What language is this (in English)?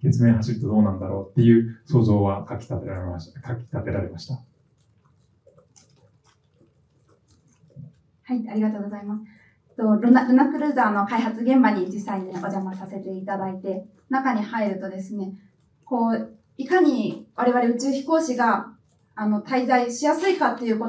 Japanese